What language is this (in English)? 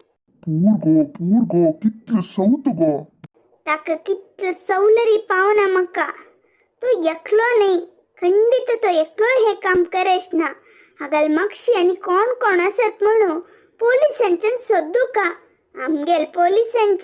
Konkani